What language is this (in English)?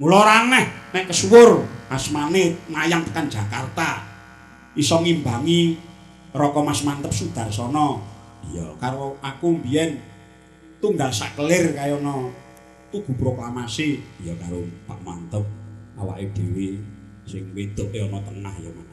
Javanese